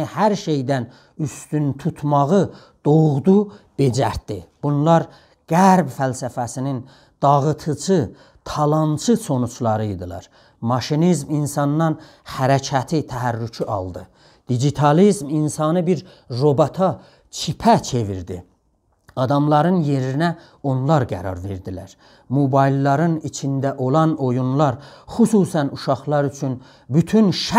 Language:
South Azerbaijani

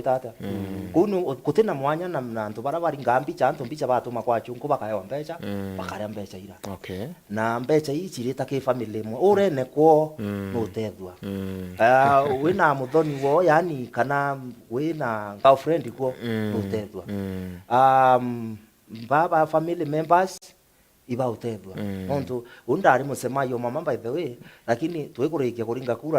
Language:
Meru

